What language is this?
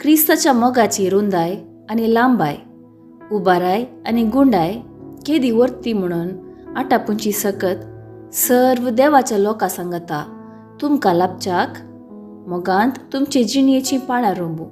Konkani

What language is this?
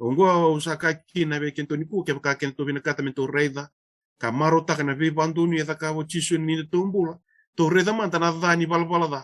Fijian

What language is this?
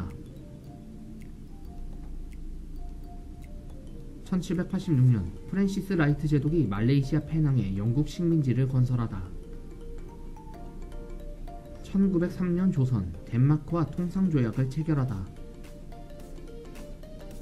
Korean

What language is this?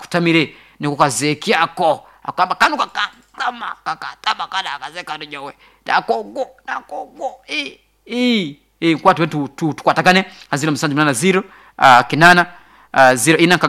Nyoro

